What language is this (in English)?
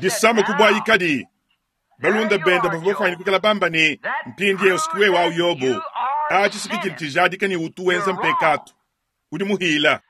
Luba-Lulua